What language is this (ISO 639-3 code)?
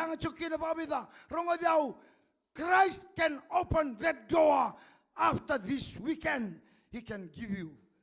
fij